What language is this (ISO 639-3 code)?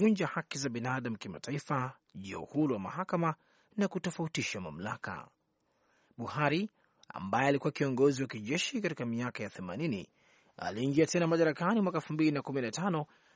swa